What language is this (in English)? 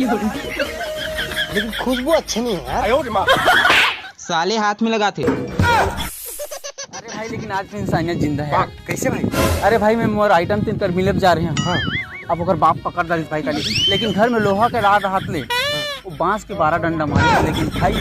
Chhattisgarhi